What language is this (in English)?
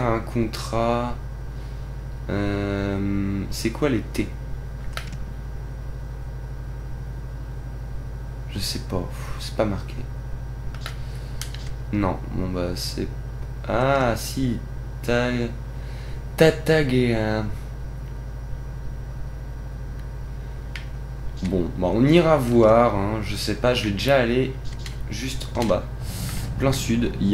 French